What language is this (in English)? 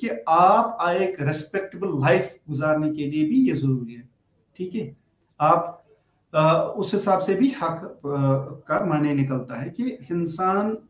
Urdu